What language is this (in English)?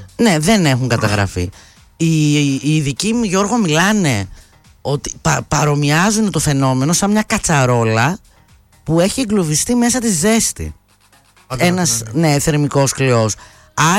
Greek